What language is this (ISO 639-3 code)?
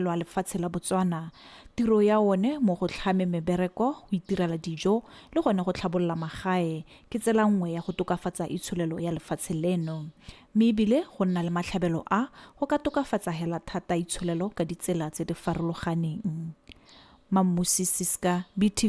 tsn